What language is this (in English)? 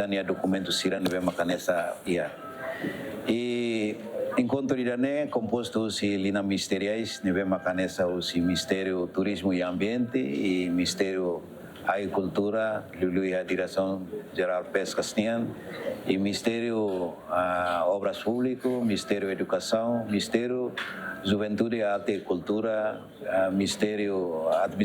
Tetum